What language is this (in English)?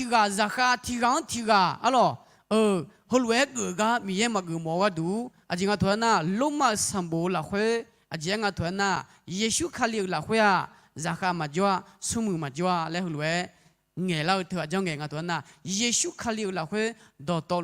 Akha